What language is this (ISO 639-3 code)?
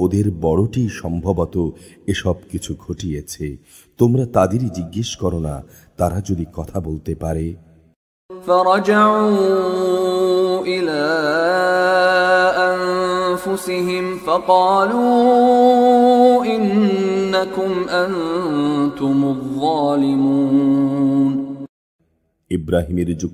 ben